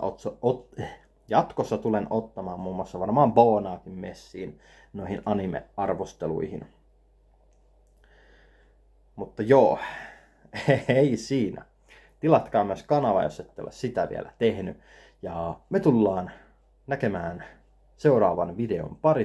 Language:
Finnish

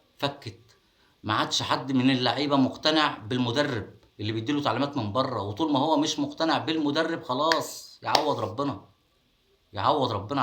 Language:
Egyptian Arabic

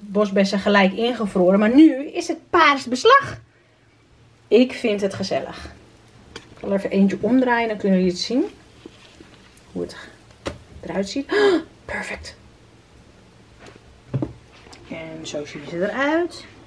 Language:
Dutch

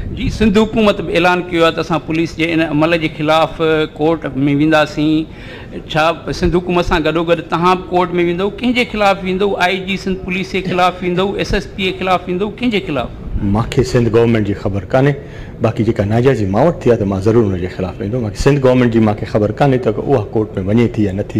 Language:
Sindhi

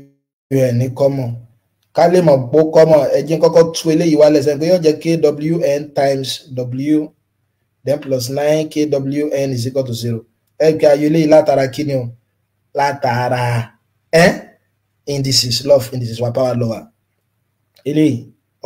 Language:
Yoruba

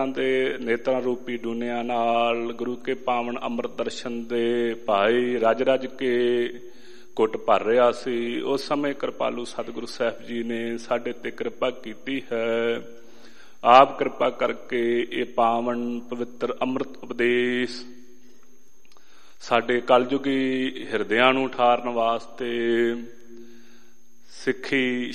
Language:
Punjabi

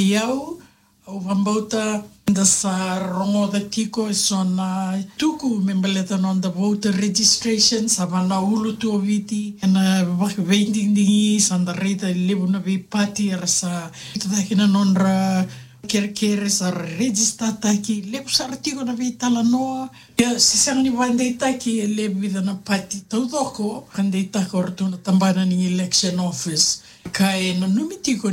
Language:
Fijian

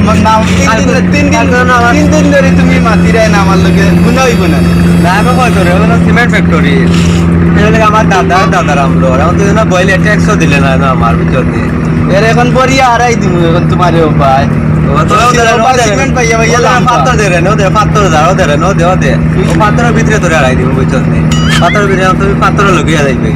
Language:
Sylheti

